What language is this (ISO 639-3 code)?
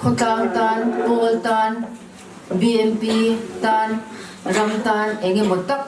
lus